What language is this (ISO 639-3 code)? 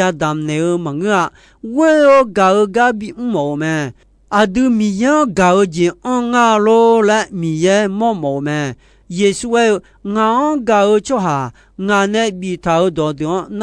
ahk